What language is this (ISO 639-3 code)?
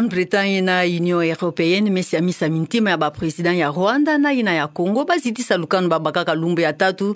ktu